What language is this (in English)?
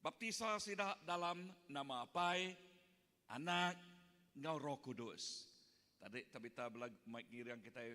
Iban